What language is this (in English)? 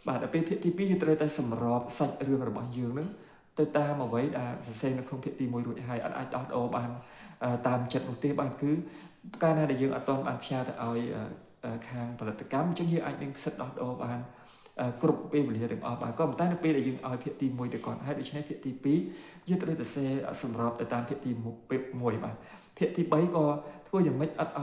Khmer